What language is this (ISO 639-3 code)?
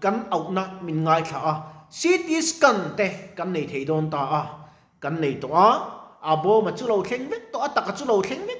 lus